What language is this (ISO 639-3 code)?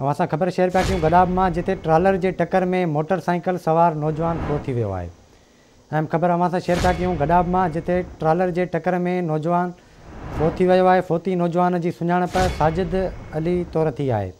snd